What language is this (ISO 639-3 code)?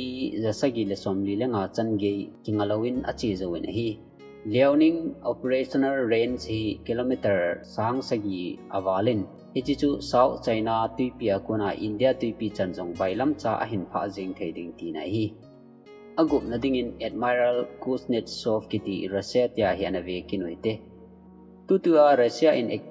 tcz